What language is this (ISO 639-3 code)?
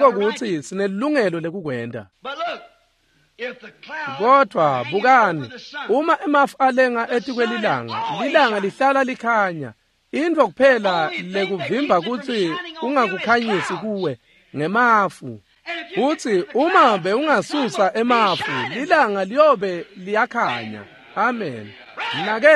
ssw